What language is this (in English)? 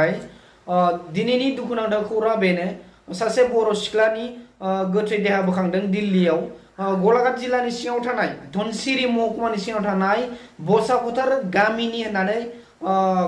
Bodo